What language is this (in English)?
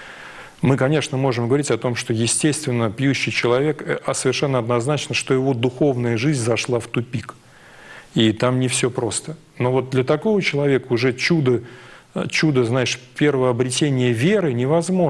Russian